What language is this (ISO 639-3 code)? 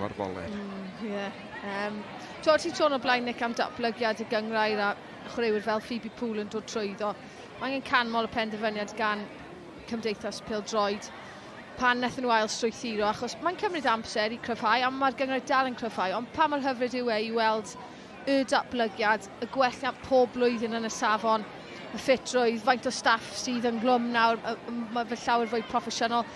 cym